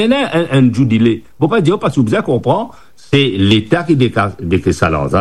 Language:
Morisyen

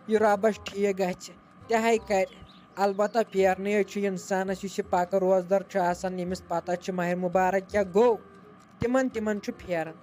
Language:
Kashmiri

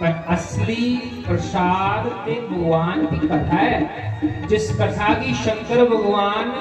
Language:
Dogri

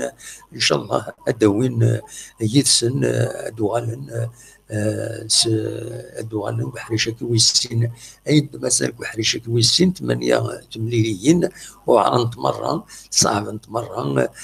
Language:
Kabyle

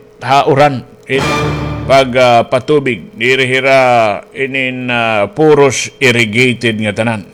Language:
Waray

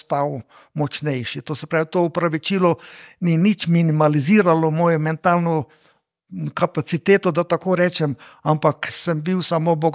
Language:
Slovenian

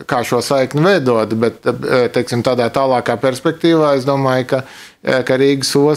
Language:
Latvian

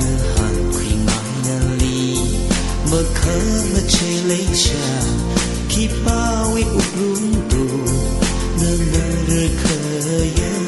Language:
Tangkhul Naga (India)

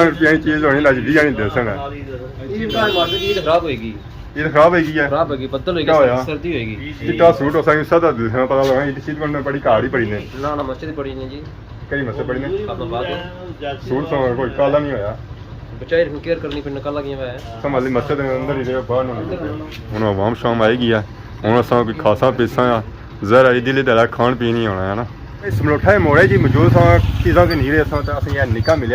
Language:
Pahari-Potwari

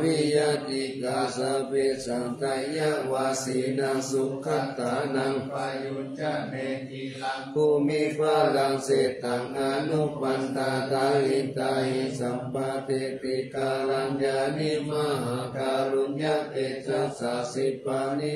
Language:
Pali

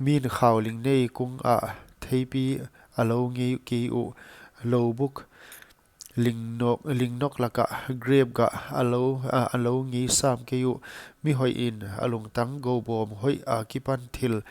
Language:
Paite Chin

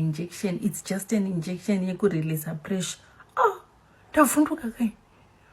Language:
Shona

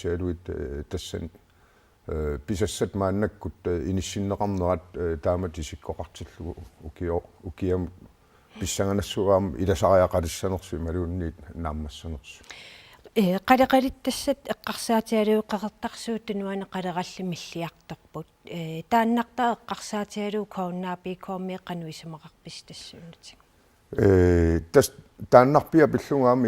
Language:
Kalaallisut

